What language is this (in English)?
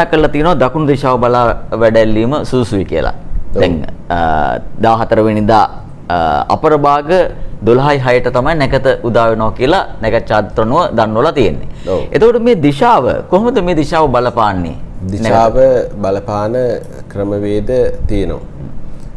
Sinhala